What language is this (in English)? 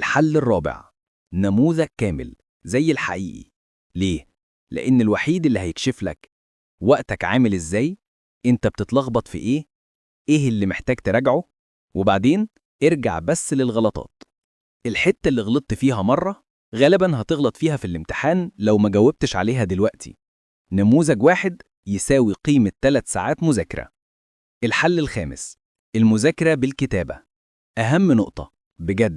Egyptian Arabic